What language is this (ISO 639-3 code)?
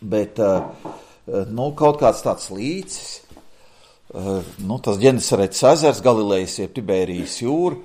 lav